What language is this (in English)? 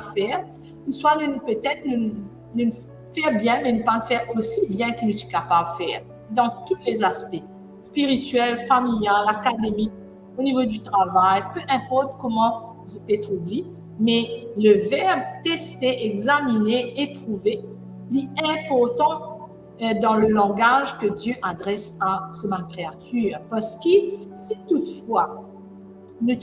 Morisyen